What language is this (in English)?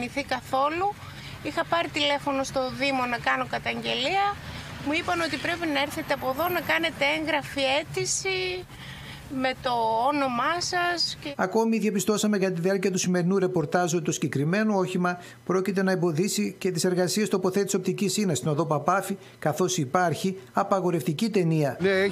Greek